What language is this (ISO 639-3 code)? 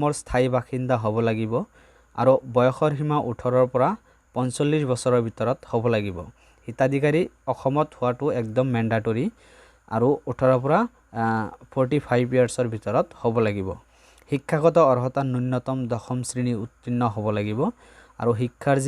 asm